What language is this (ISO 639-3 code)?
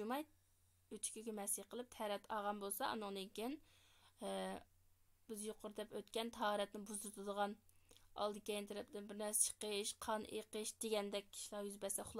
uig